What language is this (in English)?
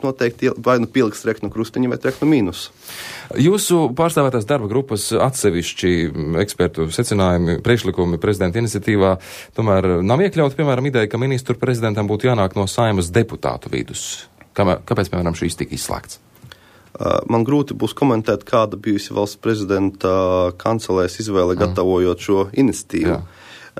Latvian